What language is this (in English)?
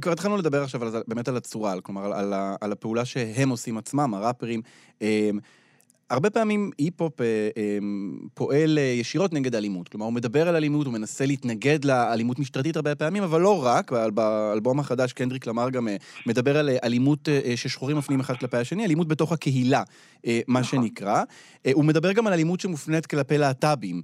Hebrew